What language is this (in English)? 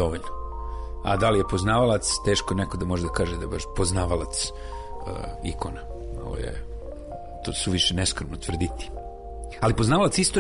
Serbian